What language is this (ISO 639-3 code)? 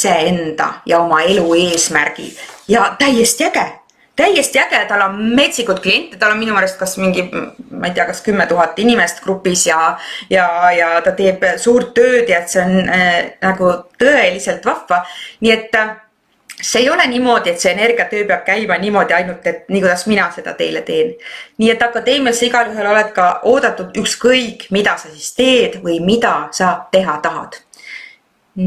est